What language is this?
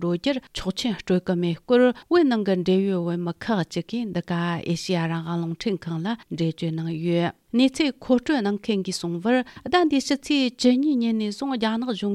Tibetan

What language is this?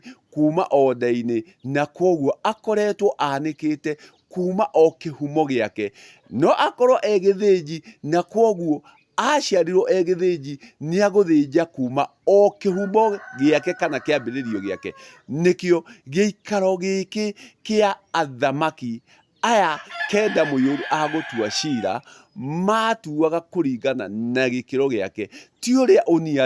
Kikuyu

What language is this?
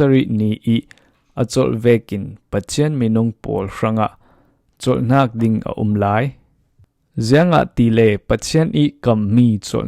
Falam Chin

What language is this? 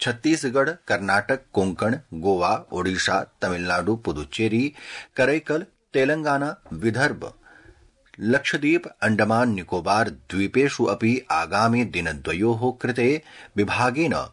Sanskrit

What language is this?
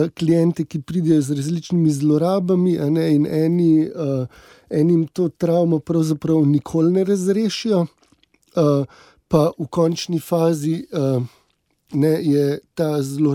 Slovenian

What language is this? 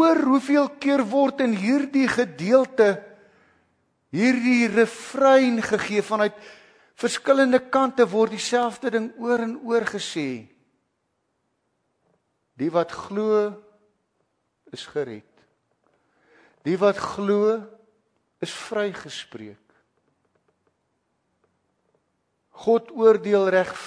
Afrikaans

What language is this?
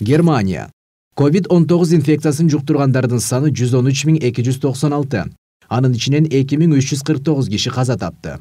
Kyrgyz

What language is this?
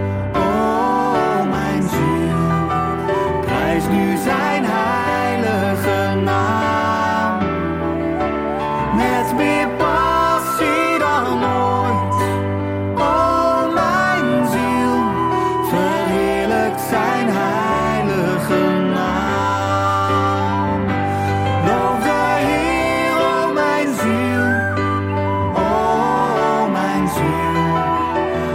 Dutch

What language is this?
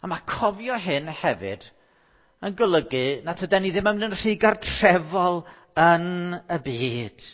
Welsh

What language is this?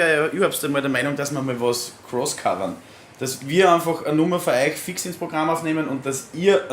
Bavarian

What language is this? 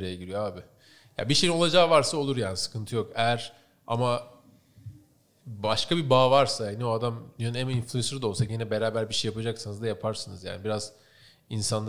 Turkish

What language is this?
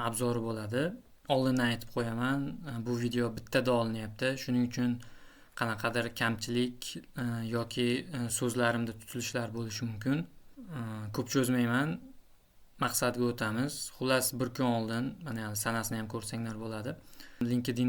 Uzbek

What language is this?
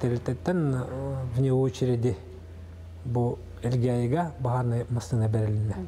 Yakut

